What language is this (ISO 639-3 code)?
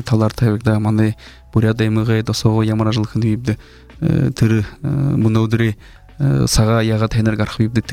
bua